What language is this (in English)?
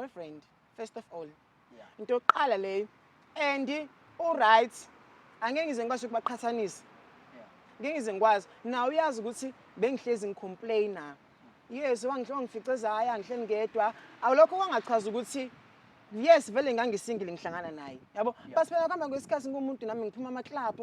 Zulu